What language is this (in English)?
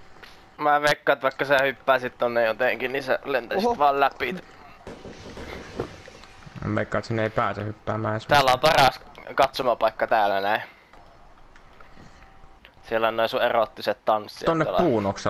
Finnish